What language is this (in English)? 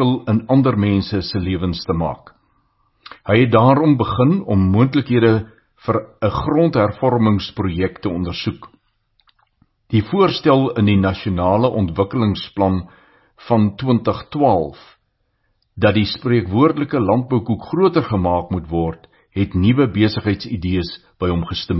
Afrikaans